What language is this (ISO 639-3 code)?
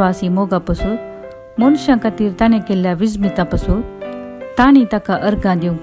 kok